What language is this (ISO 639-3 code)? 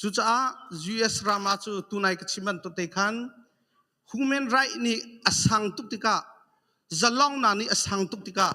cnh